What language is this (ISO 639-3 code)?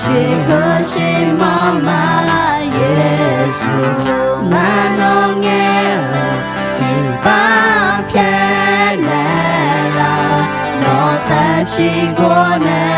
ahk